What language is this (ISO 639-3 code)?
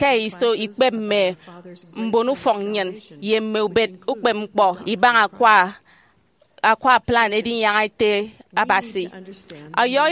efi